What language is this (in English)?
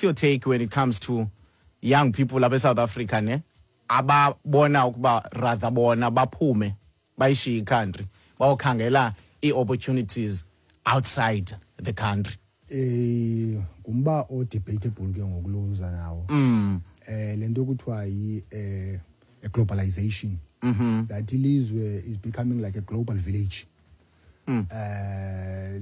Xhosa